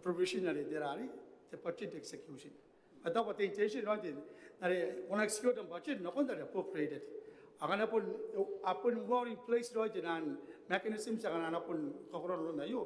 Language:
Gilbertese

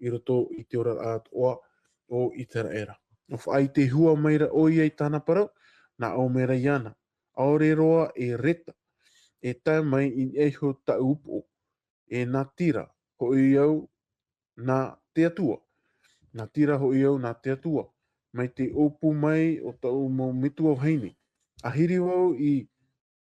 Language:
Tahitian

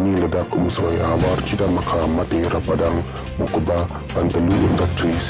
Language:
Karbi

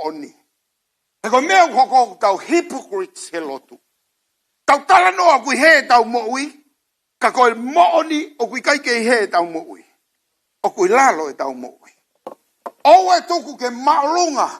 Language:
Tongan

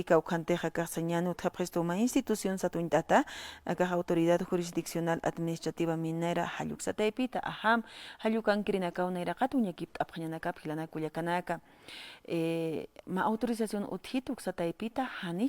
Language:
Aymara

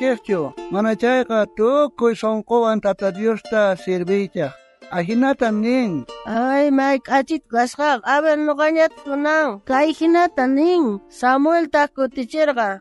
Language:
South Bolivian Quechua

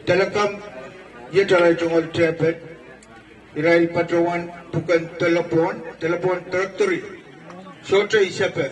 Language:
Pohnpeian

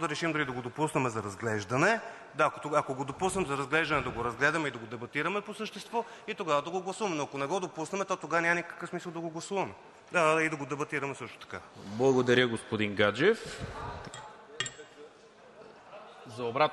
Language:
Bulgarian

